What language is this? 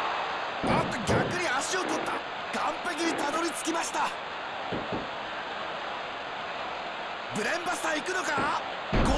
Japanese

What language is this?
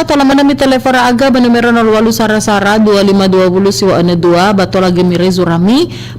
Nias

